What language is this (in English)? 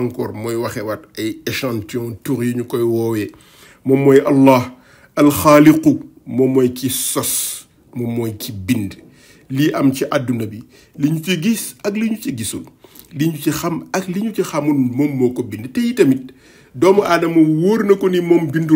Wolof